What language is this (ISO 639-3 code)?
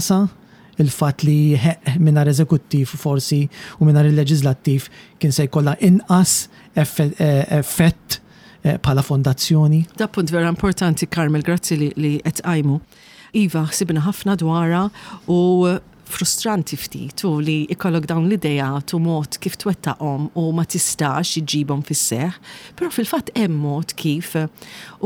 mlt